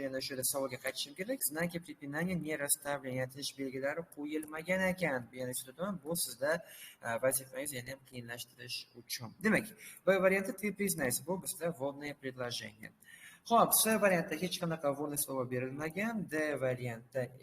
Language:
Uzbek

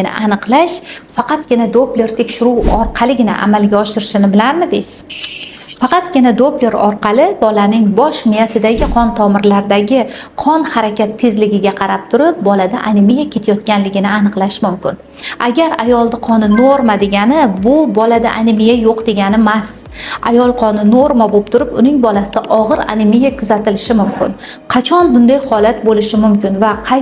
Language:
Uzbek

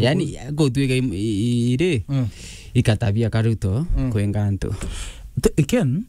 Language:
Meru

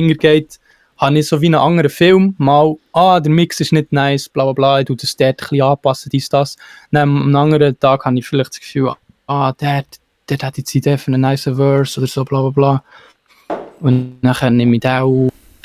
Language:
Swiss German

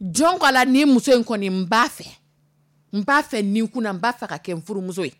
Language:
Dyula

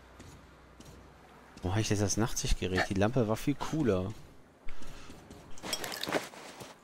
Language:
German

